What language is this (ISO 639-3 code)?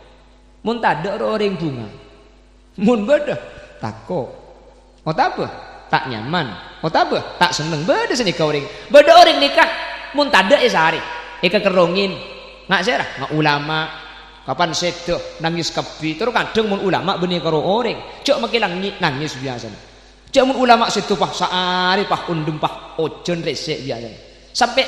mad